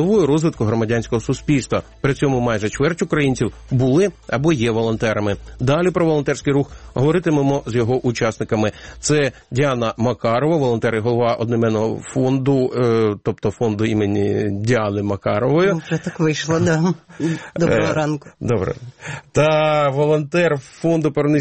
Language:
Ukrainian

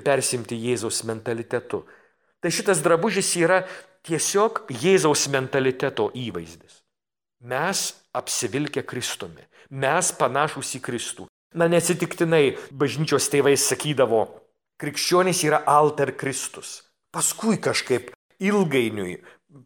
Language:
Lithuanian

